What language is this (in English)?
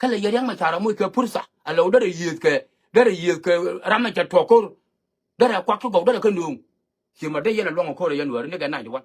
Nuer